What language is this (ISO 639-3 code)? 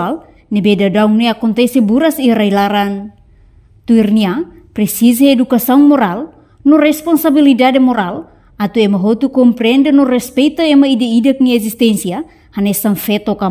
tet